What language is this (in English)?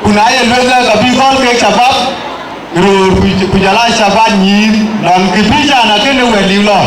Dinka